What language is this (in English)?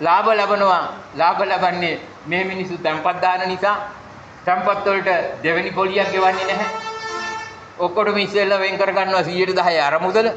Sinhala